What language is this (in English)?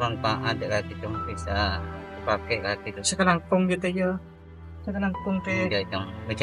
Madurese